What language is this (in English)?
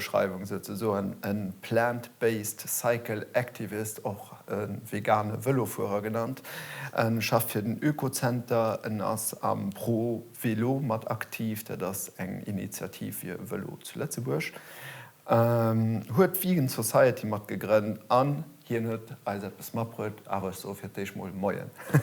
Luxembourgish